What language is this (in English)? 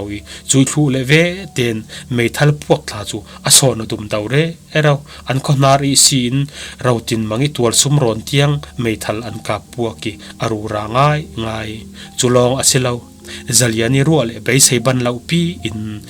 Falam Chin